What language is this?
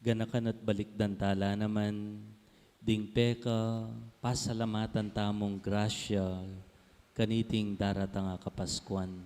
Pampanga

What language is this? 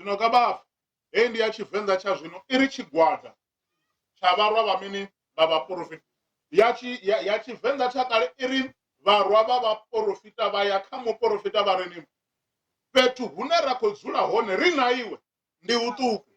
Venda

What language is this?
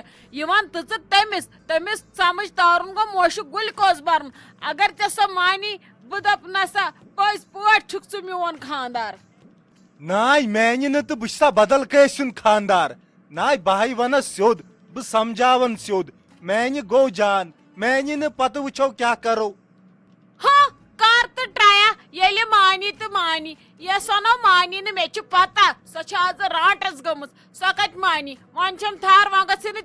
Kashmiri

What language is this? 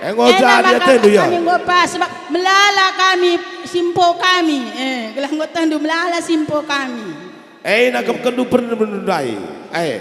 Batak Karo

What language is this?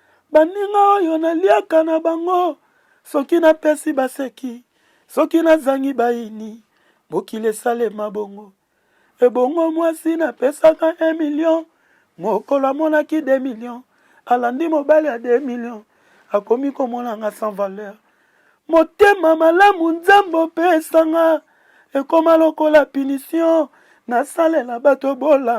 Lingala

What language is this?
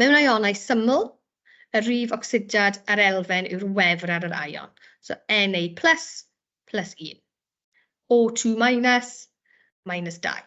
Welsh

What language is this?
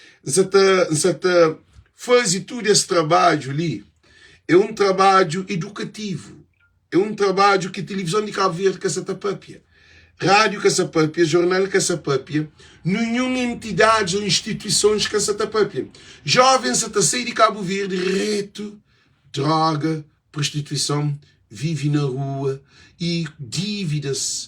Kabuverdianu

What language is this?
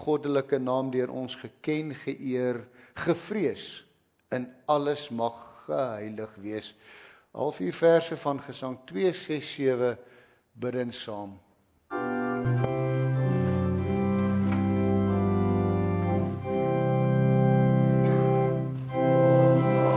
Afrikaans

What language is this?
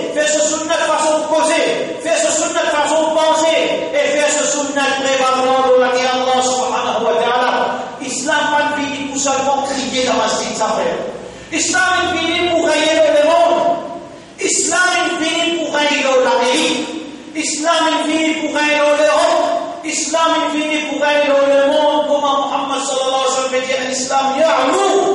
Morisyen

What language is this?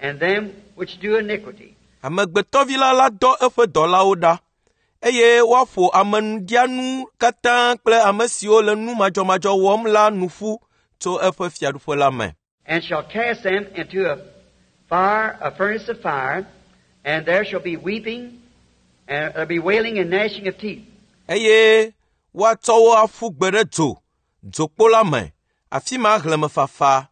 Ewe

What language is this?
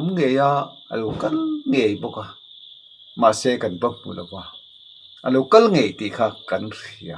Mizo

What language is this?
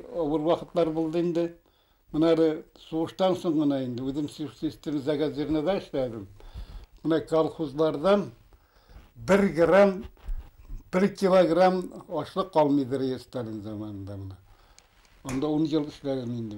Bashkir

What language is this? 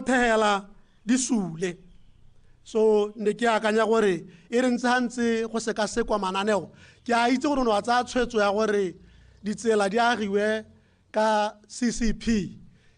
Tswana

